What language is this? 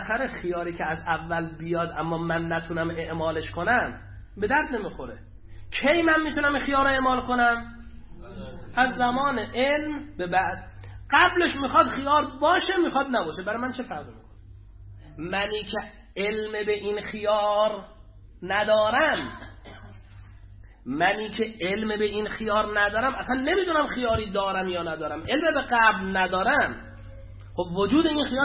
Persian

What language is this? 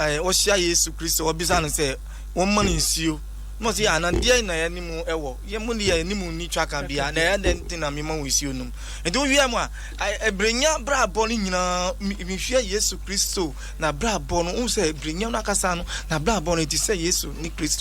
Akan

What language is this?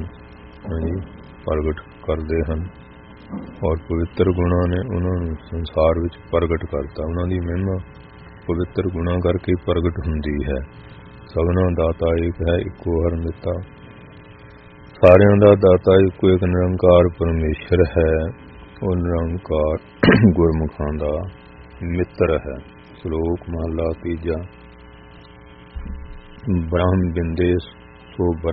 Punjabi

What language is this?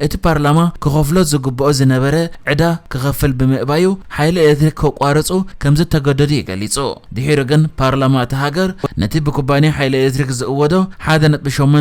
Tigrinya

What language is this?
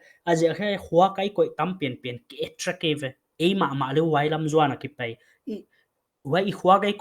Paite Chin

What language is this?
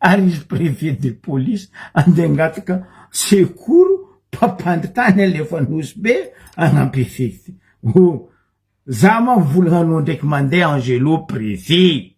Malagasy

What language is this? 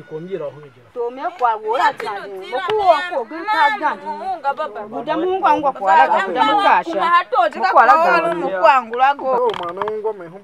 Tiv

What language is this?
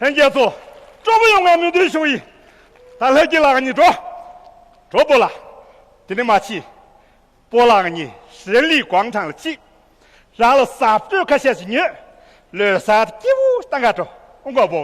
Tibetan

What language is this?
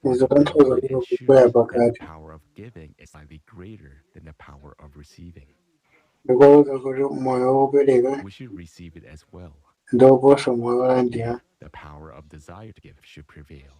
Nyanja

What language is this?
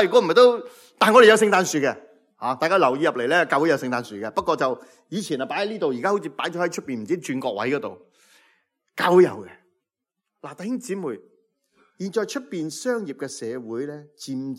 Cantonese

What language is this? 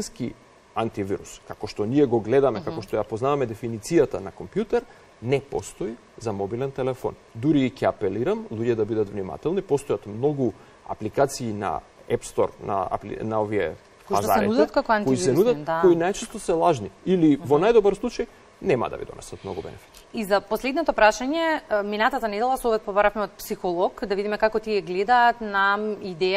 Macedonian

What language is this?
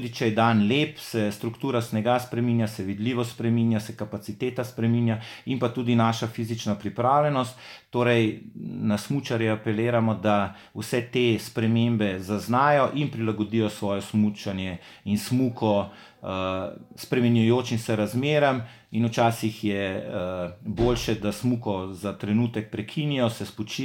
Slovenian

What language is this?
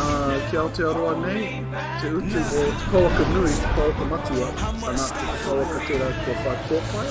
Māori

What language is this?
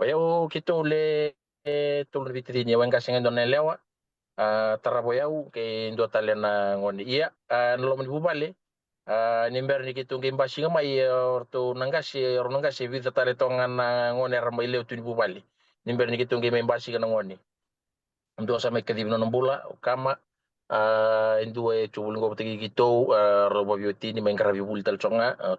Fijian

